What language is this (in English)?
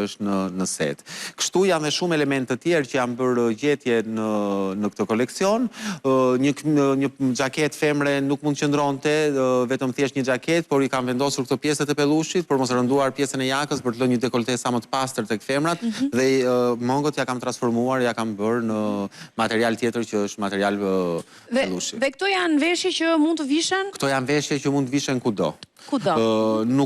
Albanian